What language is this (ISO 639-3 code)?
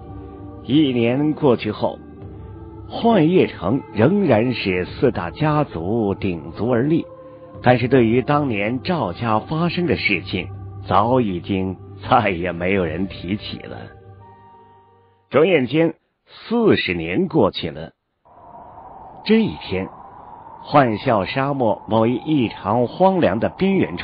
zho